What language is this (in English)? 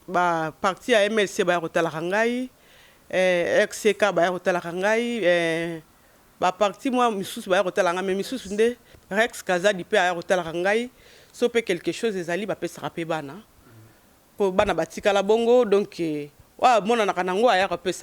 Lingala